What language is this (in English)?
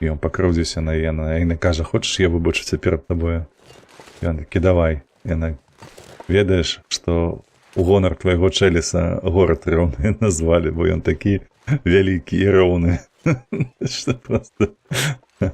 Belarusian